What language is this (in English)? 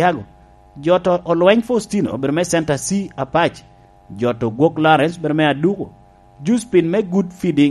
Lango (Uganda)